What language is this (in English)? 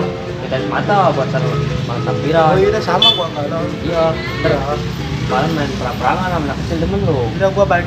Betawi